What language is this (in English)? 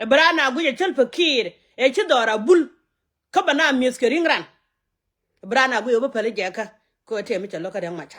Nuer